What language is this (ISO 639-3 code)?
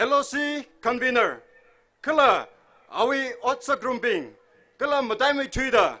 nmf